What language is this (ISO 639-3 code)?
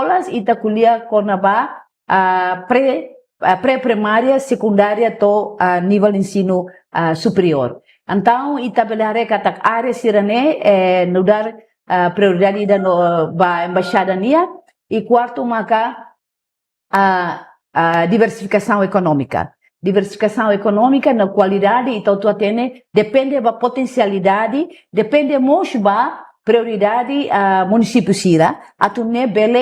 tet